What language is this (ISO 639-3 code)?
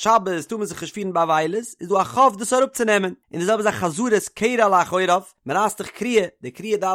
yid